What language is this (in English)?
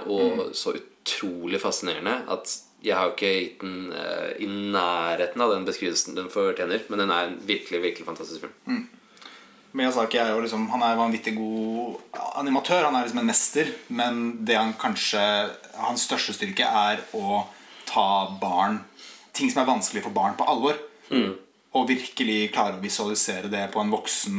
Norwegian